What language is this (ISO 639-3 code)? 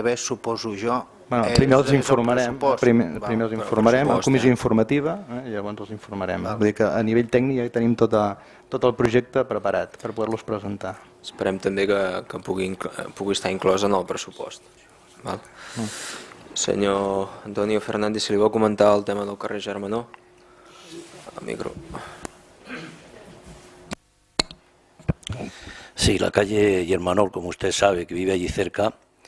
cat